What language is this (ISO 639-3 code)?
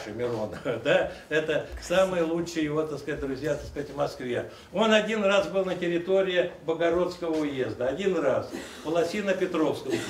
rus